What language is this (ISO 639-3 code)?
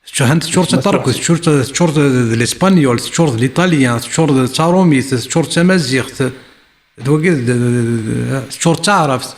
kab